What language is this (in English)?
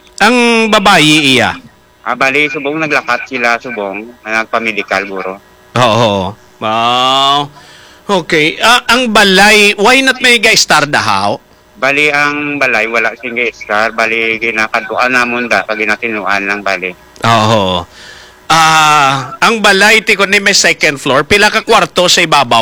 Hiligaynon